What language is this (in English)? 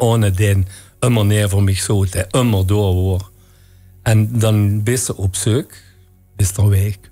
Limburgish